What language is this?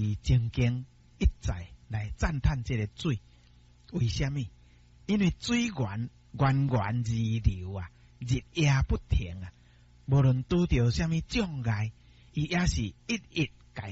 Min Nan Chinese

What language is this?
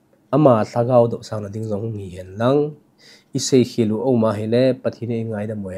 Thado Chin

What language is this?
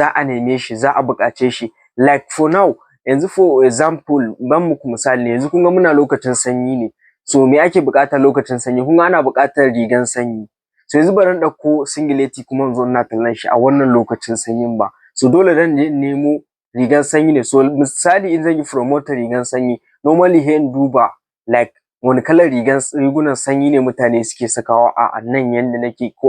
Hausa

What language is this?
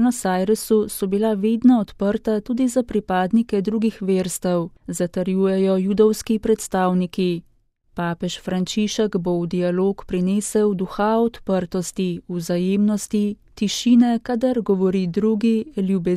Slovenian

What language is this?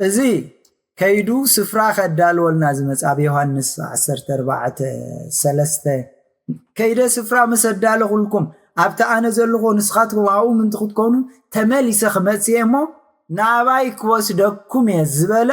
Tigrinya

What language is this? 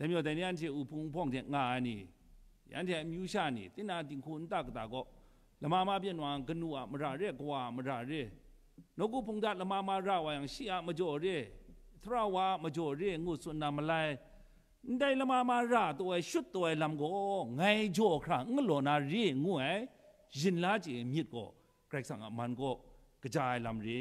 Kachin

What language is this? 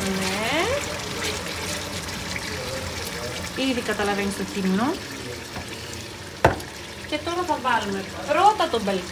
Greek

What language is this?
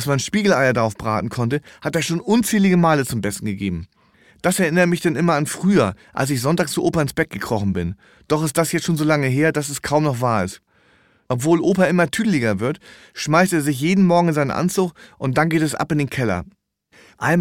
German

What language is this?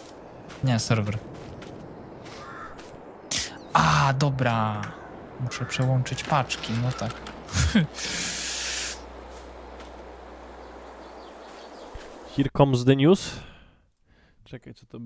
Polish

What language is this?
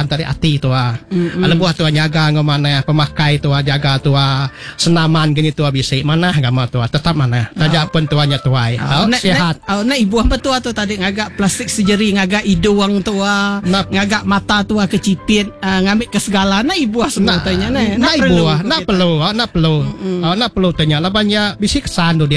Iban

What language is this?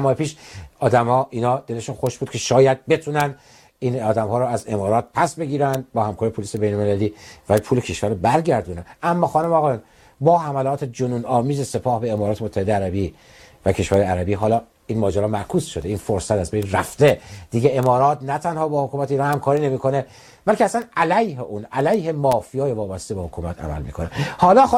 Persian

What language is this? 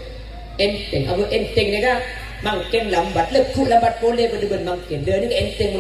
Madurese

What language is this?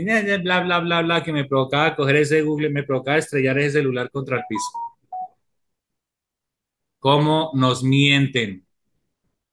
Spanish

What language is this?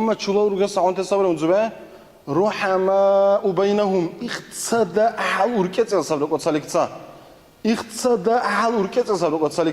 Dargwa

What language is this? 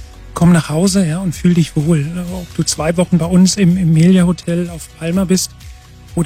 German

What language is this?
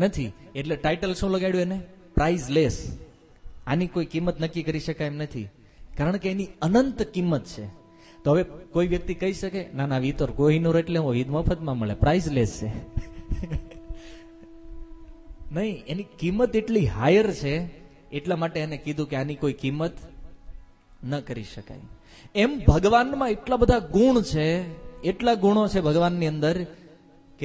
Gujarati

